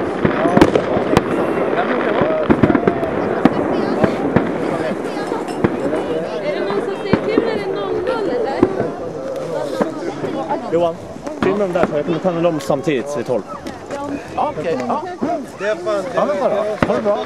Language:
Swedish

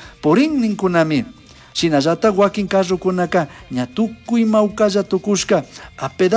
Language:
Chimborazo Highland Quichua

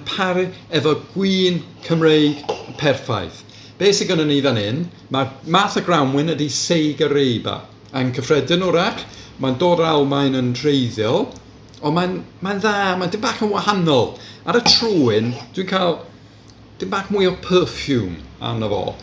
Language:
Welsh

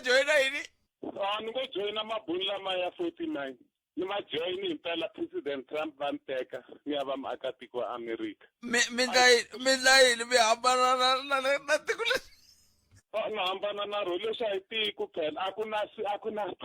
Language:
Tsonga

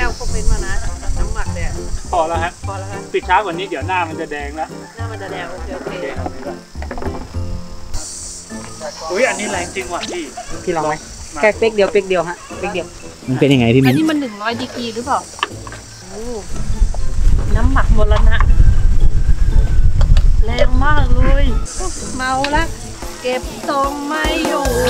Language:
Thai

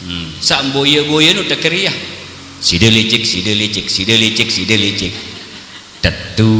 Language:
Sasak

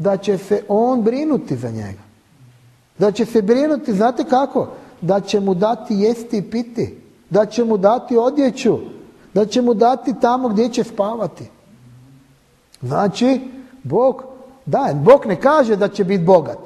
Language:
Croatian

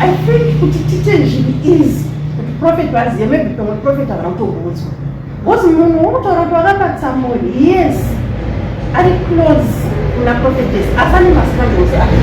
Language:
Shona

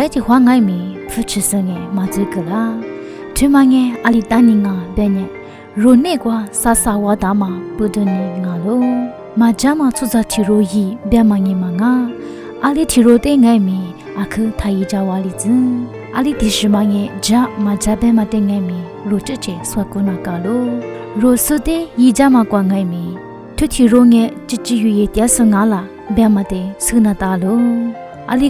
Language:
Lisu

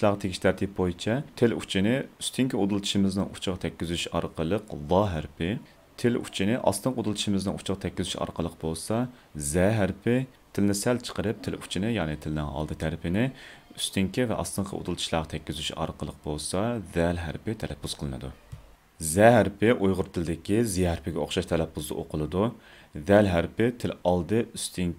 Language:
Uyghur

